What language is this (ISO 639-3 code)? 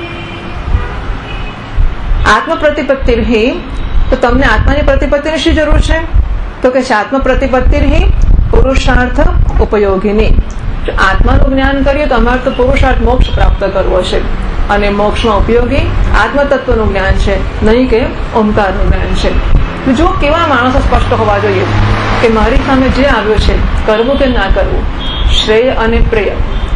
guj